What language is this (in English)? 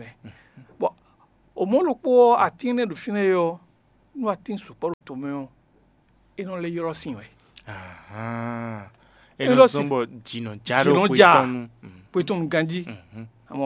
Fon